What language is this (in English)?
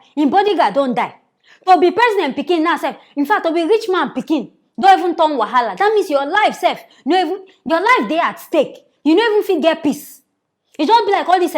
Nigerian Pidgin